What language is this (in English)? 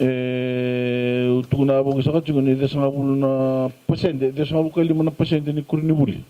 Fijian